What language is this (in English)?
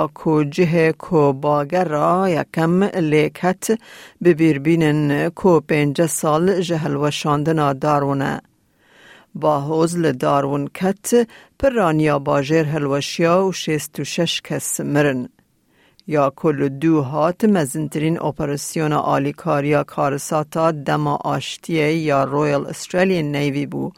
Kurdish